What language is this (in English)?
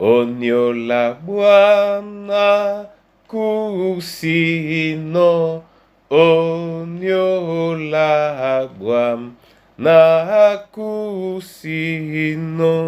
Duala